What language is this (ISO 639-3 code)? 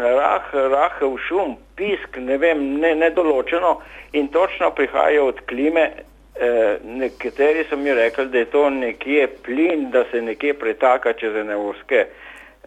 slv